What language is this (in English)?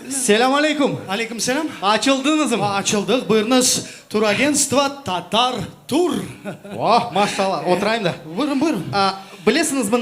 Crimean Tatar